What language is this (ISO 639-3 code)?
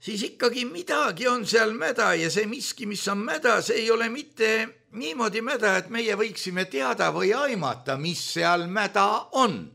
est